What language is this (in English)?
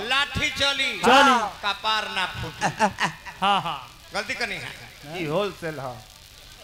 Bhojpuri